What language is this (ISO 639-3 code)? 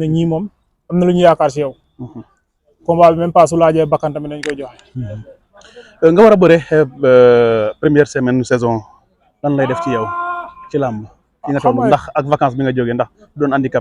wol